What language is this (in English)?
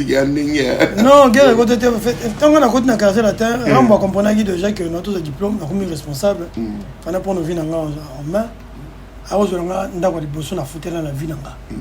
Lingala